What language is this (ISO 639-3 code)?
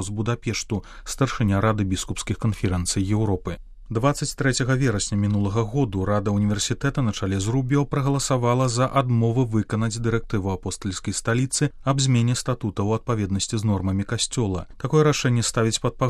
bel